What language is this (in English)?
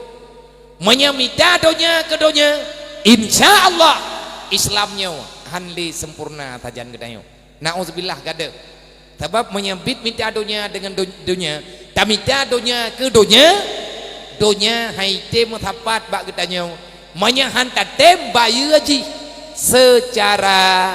Achinese